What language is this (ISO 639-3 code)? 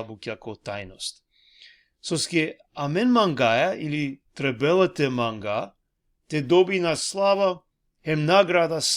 rmn